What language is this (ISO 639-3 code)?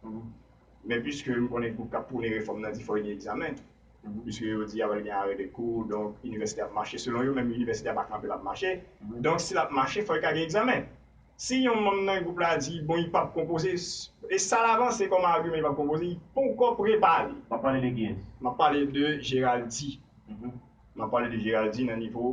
hat